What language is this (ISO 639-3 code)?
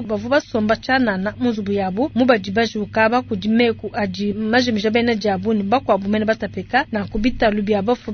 lua